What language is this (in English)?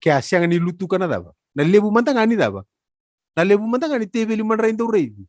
Fijian